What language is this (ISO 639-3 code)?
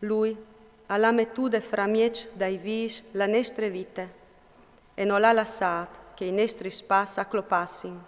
fur